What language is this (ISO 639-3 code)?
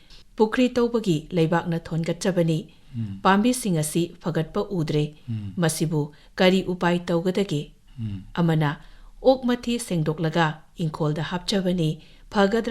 mni